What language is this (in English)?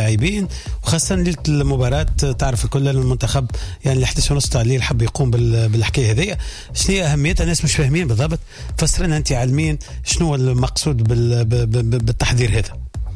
Tunisian Arabic